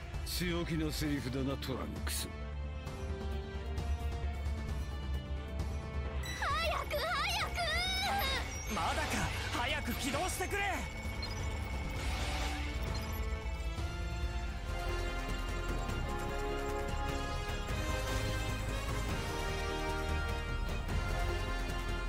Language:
Japanese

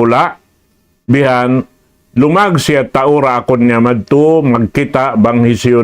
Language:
Tausug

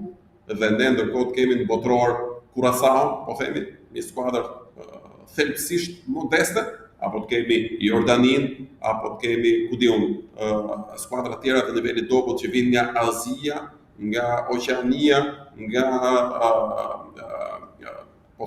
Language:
Albanian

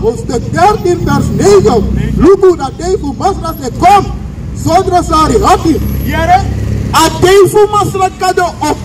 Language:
Sranan Tongo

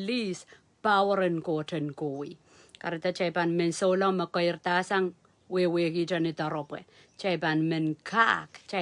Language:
Pohnpeian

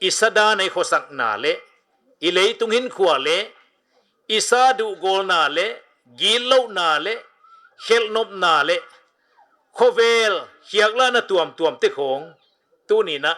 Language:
Paite Chin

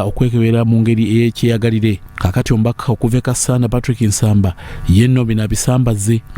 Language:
Ganda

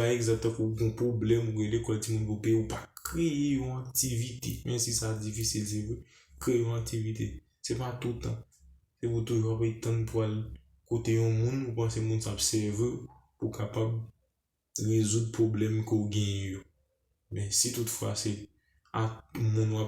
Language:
Haitian Creole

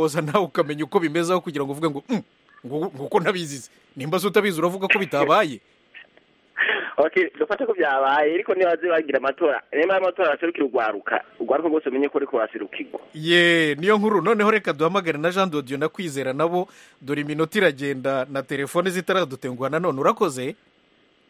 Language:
Kinyarwanda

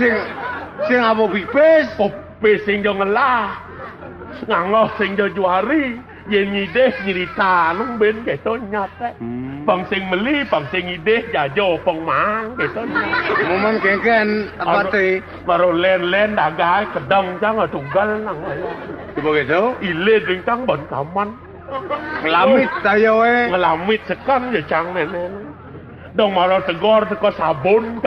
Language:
Balinese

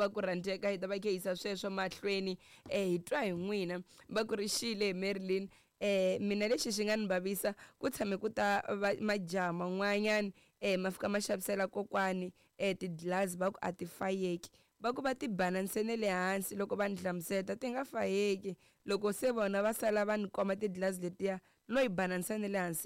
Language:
Tsonga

